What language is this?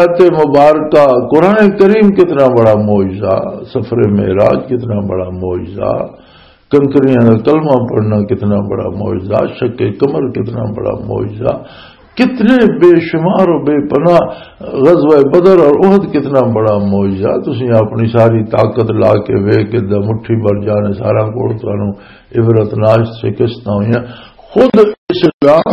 Western Panjabi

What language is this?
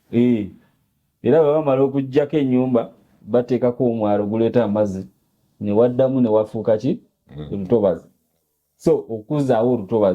Ganda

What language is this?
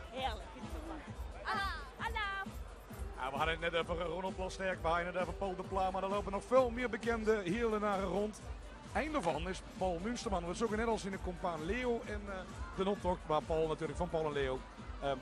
Limburgish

